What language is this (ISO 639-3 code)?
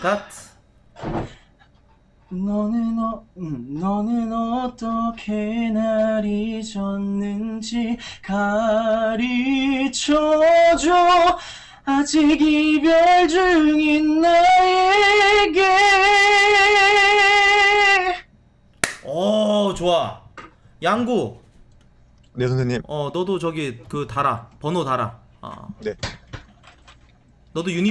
kor